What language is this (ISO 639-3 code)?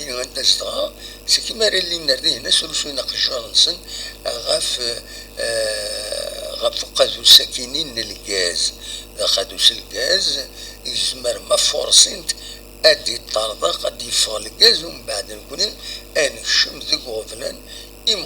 kab